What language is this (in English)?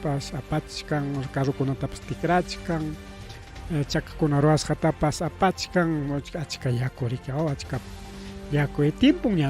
Ayacucho Quechua